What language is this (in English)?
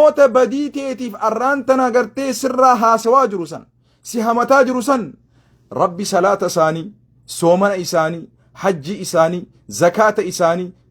Oromo